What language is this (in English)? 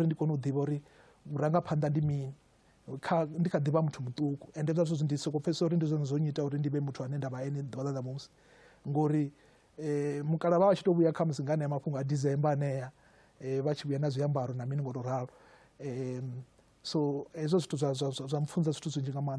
Venda